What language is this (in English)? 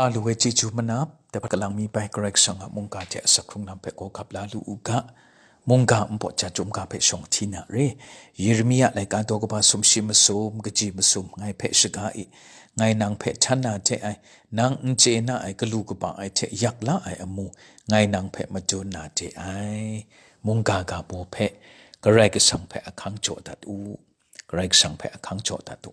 Kachin